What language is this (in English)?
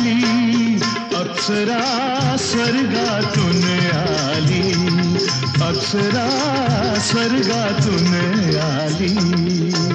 Marathi